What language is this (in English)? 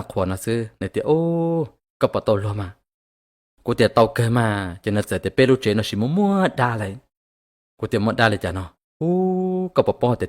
Hmong